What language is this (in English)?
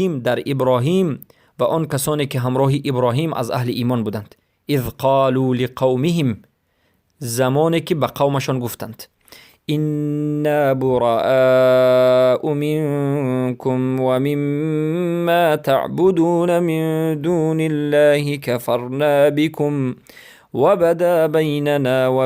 Persian